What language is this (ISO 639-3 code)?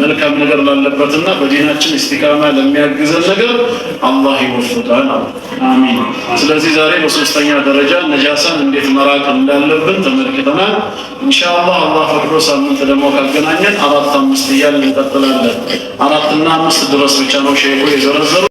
amh